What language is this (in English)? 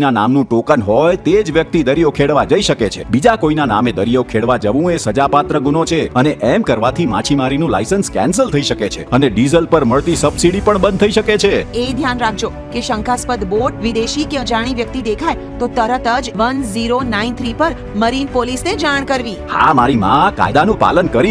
Gujarati